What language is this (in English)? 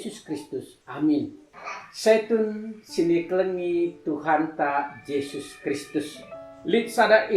Batak Karo